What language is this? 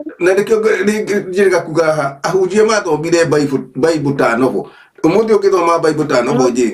Kikuyu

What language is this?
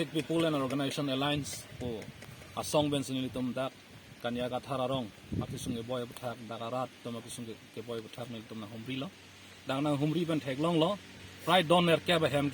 Karbi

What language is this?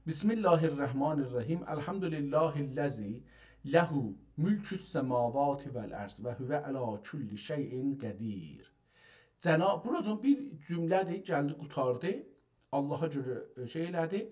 South Azerbaijani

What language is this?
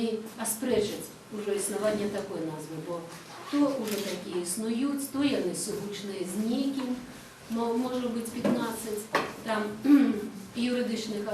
Belarusian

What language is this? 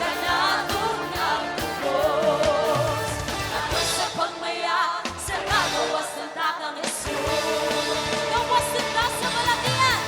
Cebuano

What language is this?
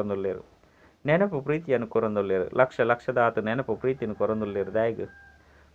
Tulu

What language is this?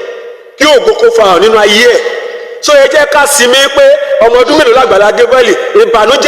Yoruba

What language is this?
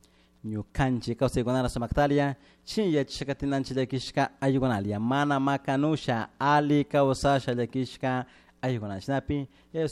Chimborazo Highland Quichua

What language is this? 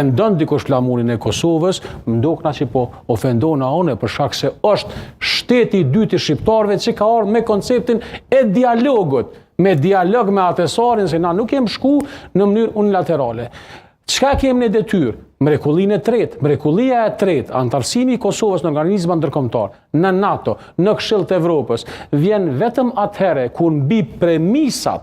Albanian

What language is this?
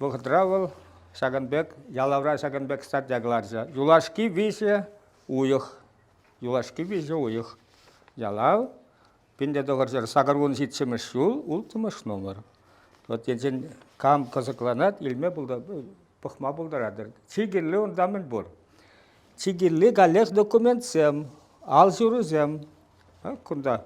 Chuvash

